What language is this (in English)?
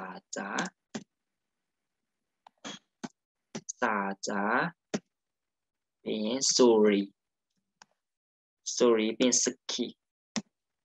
Burmese